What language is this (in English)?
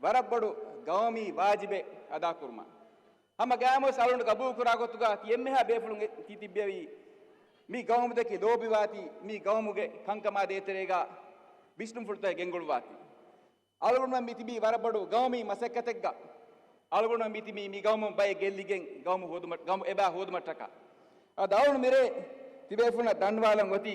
Divehi